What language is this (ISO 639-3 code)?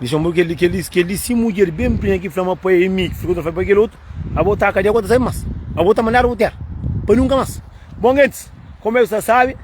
kea